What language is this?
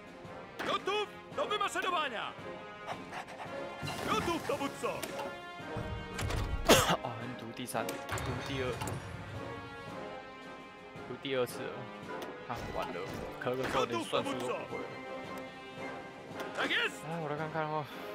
Chinese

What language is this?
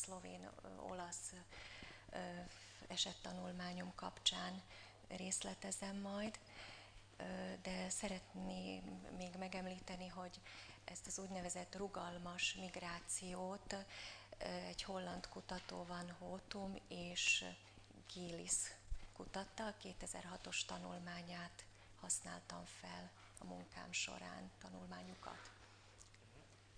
Hungarian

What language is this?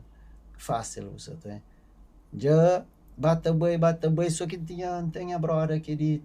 Kabuverdianu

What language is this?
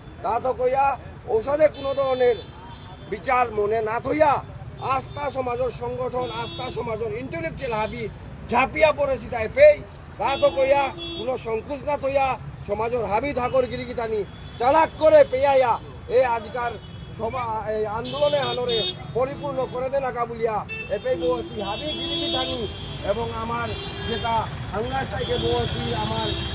Bishnupriya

